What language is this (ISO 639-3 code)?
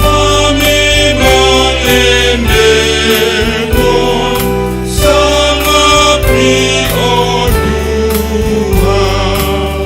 bbc